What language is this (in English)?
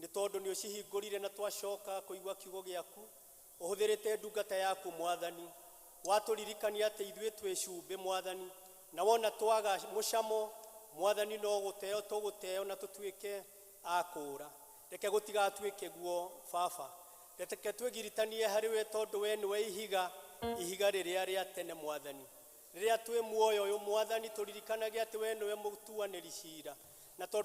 Kikuyu